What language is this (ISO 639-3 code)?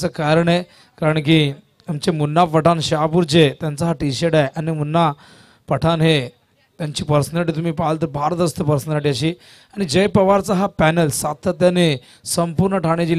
mar